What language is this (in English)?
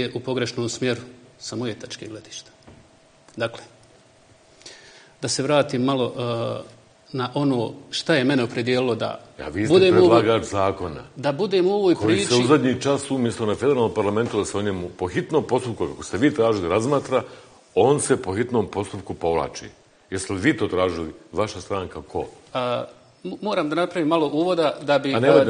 Bosnian